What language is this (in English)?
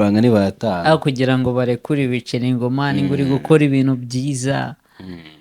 Kinyarwanda